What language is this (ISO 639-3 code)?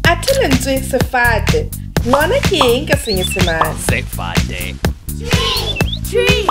sot